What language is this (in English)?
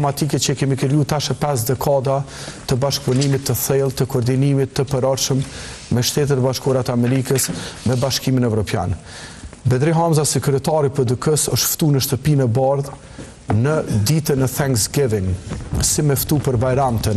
Albanian